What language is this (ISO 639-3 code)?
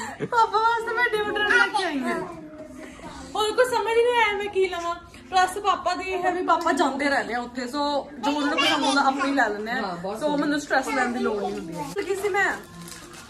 pan